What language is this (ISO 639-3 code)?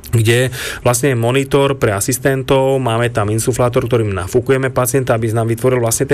slk